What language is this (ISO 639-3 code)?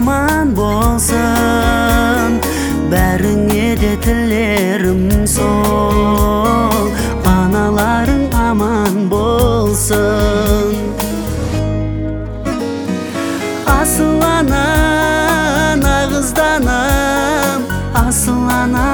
kaz